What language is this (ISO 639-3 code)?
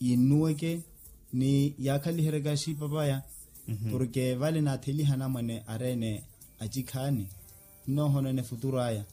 vmw